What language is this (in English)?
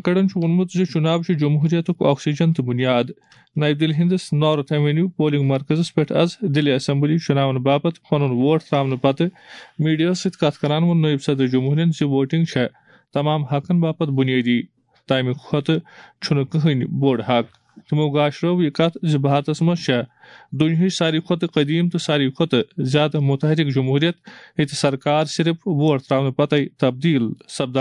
Kashmiri